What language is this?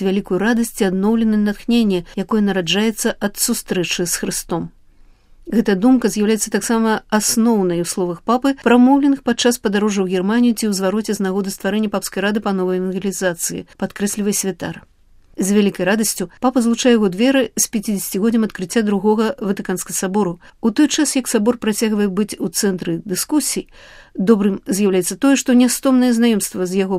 Belarusian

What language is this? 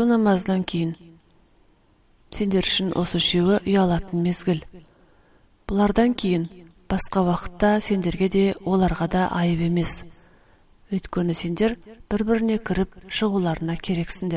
Kazakh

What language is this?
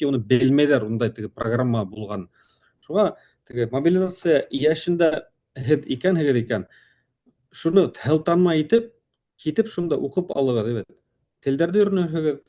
Bashkir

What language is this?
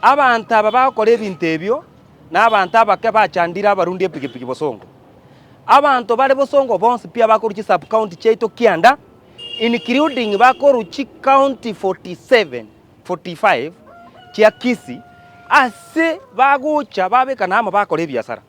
Gusii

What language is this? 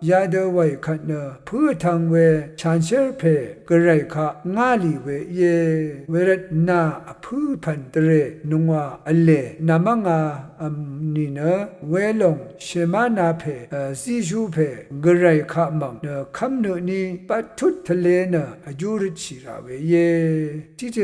Rawang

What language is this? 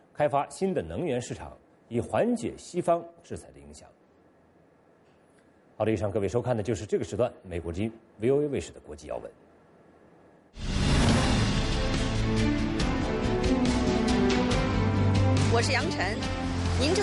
Chinese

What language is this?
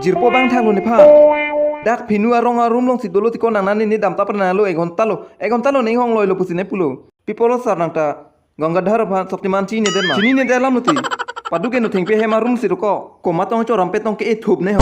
Karbi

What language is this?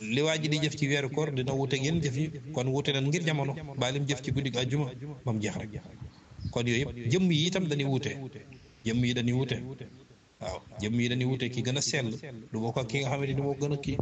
Wolof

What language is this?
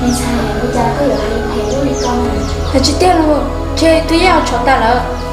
Hmong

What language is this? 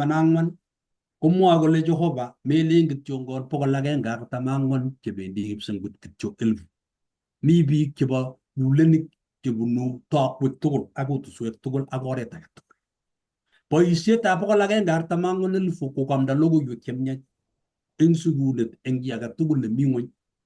Kalenjin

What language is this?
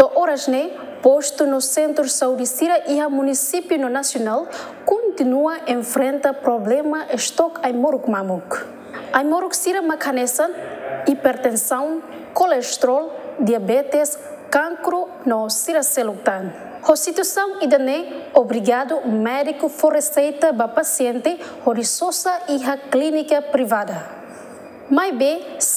Tetum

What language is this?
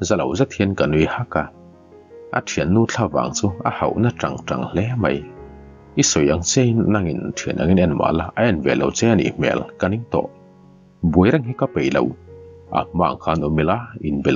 Mizo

